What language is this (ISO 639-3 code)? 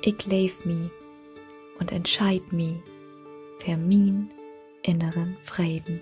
nds